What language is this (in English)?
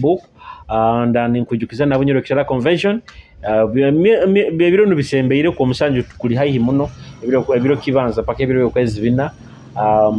Nyoro